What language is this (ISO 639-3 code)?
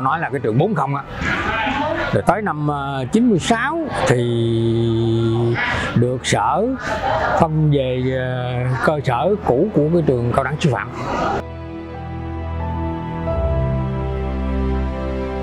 vie